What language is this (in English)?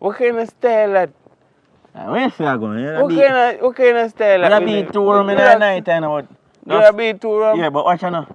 Jamaican Creole English